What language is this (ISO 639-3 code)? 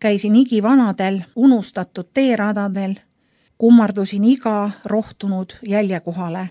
est